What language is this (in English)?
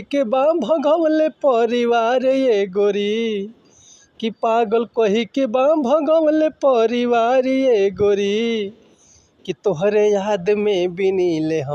Bhojpuri